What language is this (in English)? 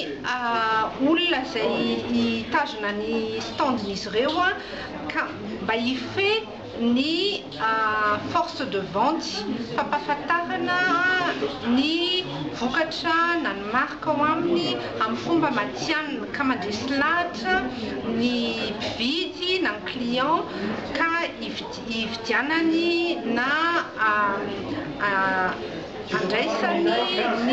Malagasy